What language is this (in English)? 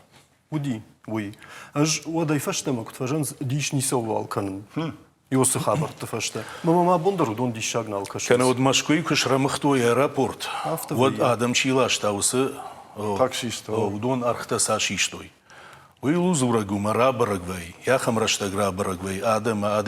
Ossetic